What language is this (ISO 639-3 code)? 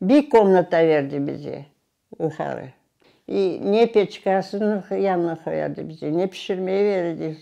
crh